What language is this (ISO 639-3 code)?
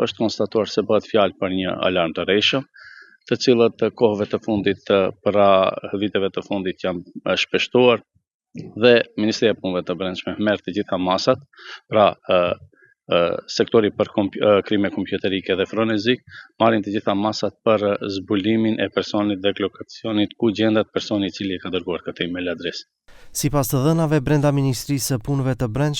sqi